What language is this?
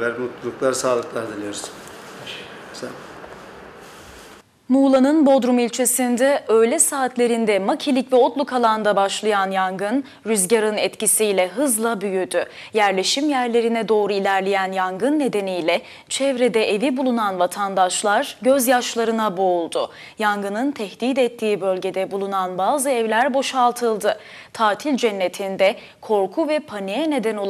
Turkish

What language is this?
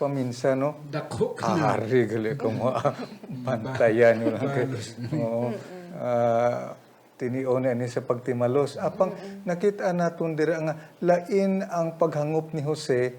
Hiligaynon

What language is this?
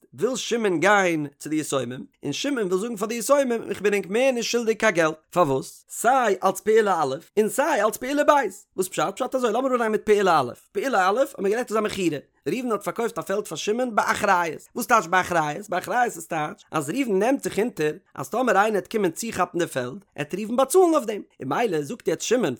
Yiddish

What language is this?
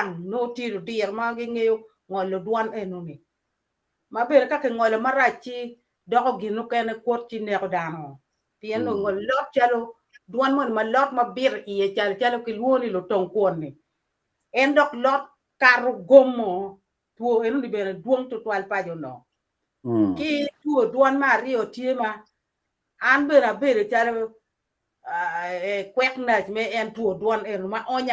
Acoli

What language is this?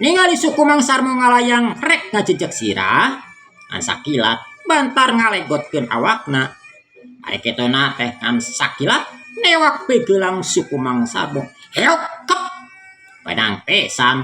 Sundanese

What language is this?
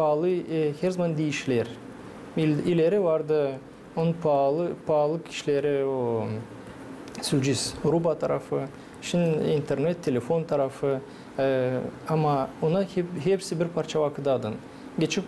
Gagauz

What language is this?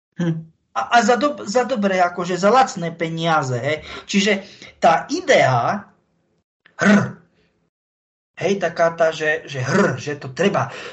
Slovak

